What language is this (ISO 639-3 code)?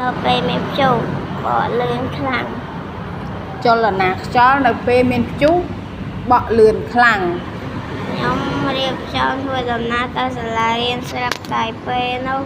khm